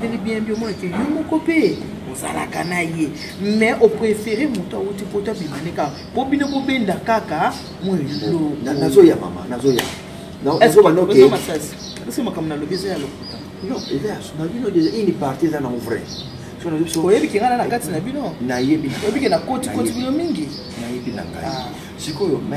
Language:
Lingala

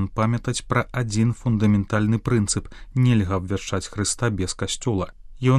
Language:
Belarusian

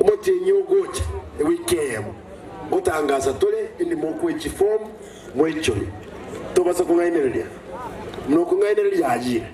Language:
Gusii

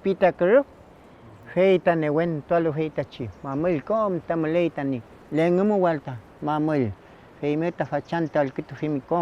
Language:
Mapuche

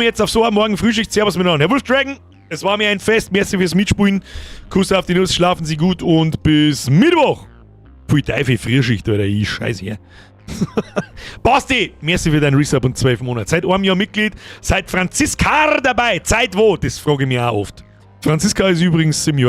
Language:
Bavarian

